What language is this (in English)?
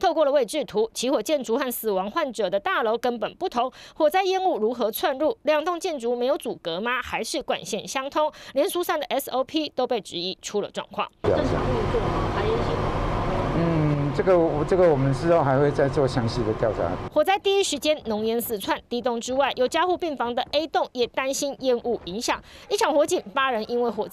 Chinese